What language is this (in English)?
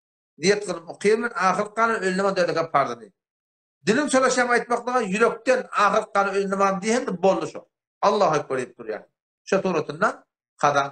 Turkmen